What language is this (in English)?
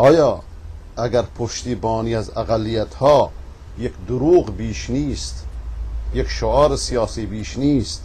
Persian